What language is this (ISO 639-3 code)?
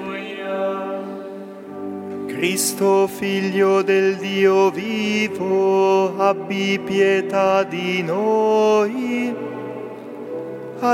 ita